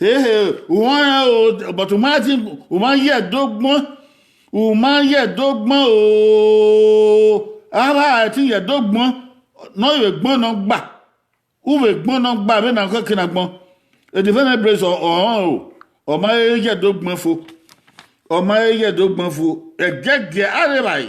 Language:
Bini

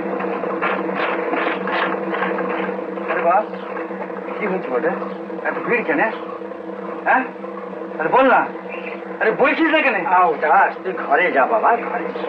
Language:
Bangla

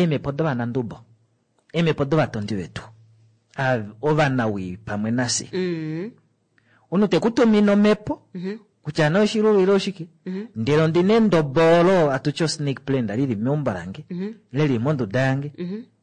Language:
Kuanyama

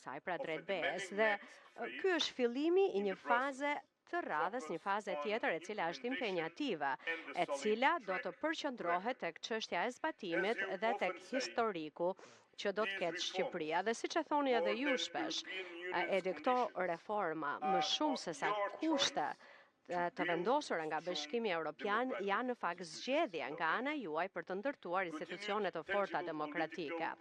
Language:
Albanian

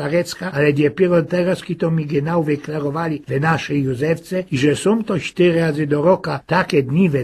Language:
Silesian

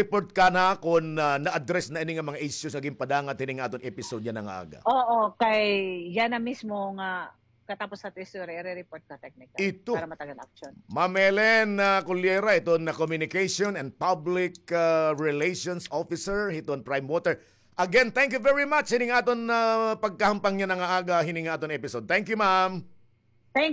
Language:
Waray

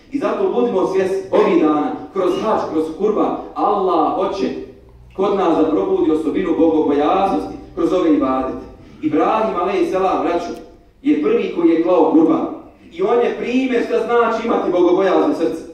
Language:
Bosnian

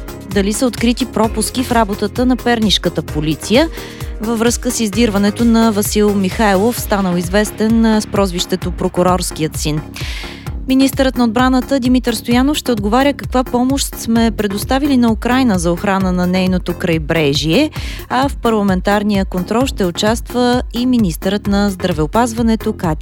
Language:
Bulgarian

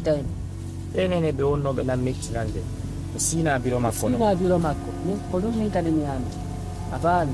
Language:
Fula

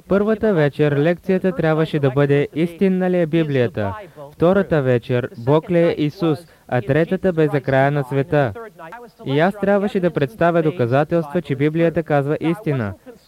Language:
Bulgarian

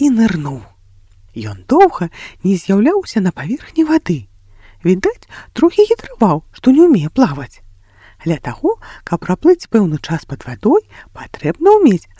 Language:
Belarusian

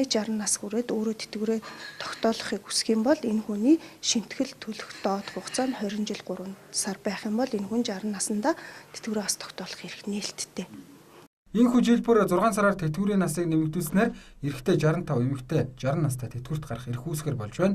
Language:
Mongolian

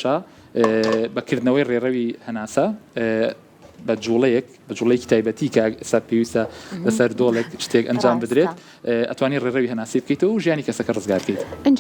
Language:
Central Kurdish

